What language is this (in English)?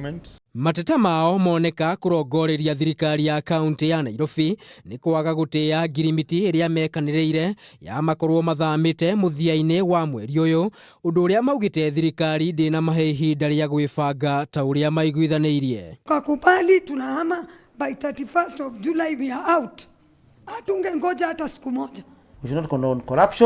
Kikuyu